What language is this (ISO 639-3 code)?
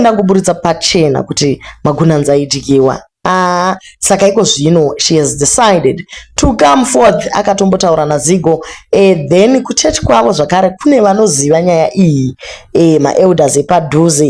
sna